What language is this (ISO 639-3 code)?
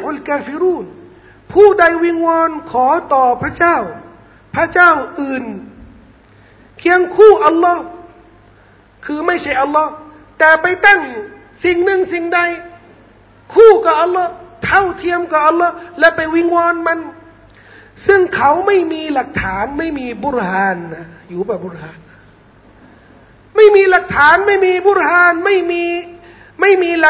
tha